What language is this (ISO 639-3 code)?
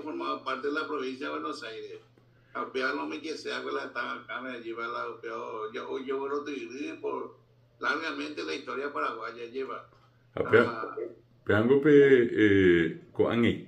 grn